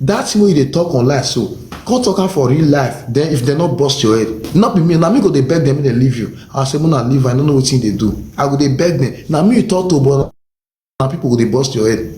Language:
Nigerian Pidgin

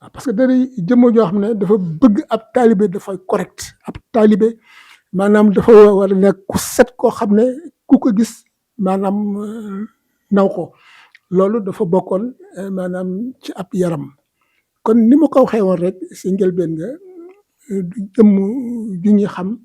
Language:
Wolof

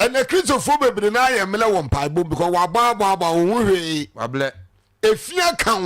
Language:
Akan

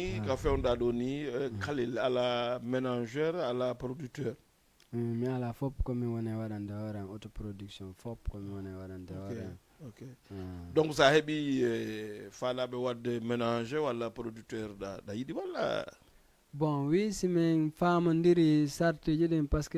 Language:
Fula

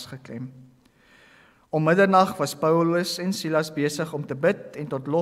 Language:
Afrikaans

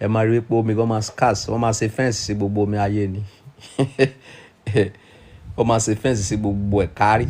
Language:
Yoruba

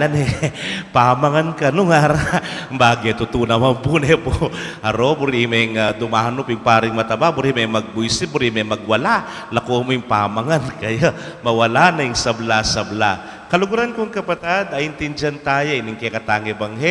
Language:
Pampanga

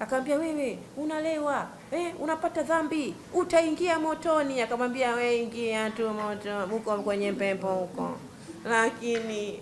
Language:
Swahili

